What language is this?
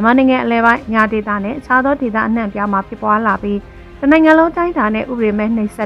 Burmese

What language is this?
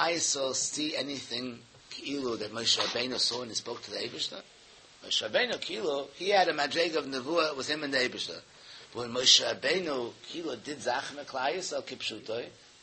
Yiddish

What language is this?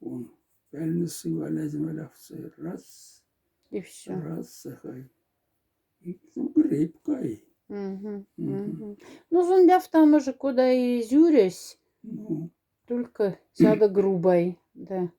Moksha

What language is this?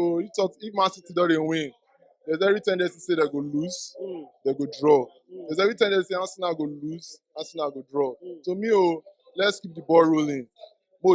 Nigerian Pidgin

